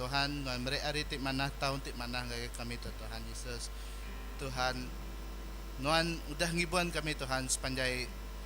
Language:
Iban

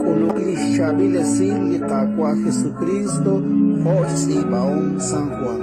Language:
Kekchí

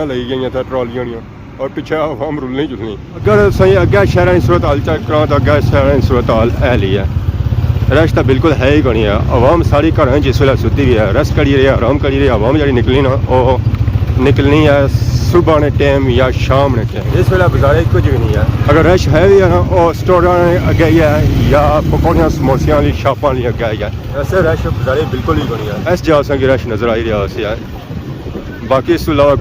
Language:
Pahari-Potwari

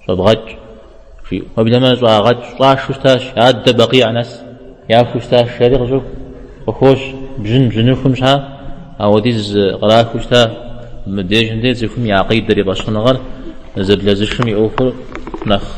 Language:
Kabardian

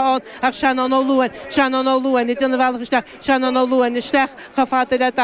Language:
Irish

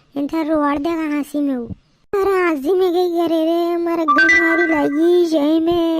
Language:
Rajasthani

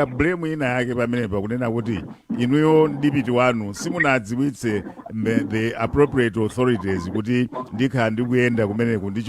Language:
Nyanja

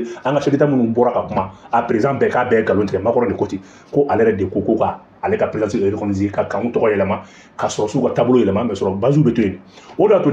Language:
Bambara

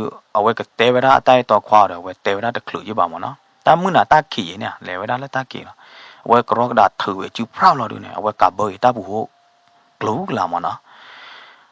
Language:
S'gaw Karen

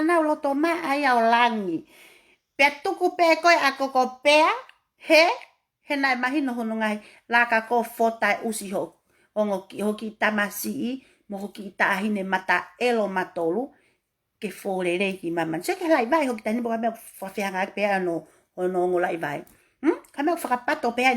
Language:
Tongan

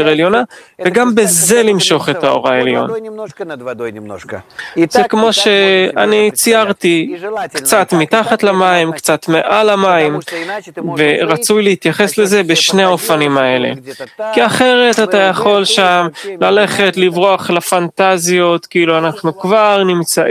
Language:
Hebrew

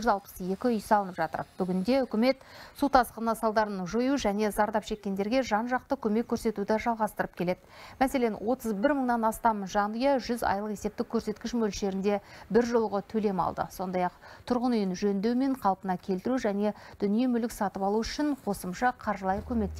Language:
Kazakh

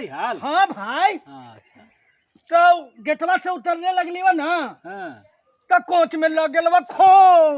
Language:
Magahi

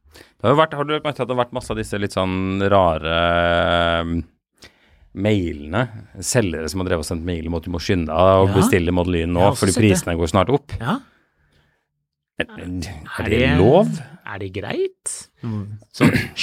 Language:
Norwegian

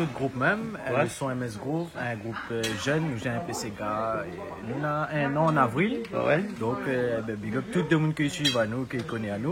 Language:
Réunion Creole French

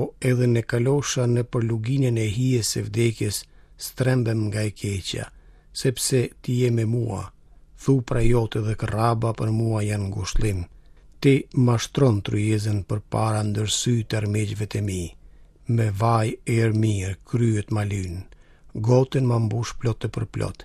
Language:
Albanian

